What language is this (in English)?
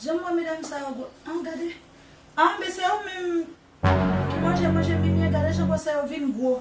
Haitian Creole